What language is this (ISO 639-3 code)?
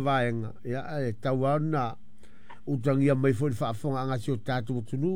smo